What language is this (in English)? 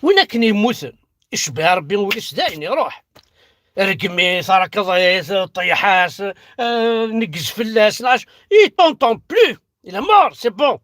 Kabyle